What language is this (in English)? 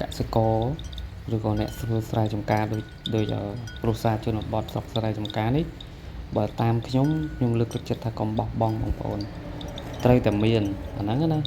Khmer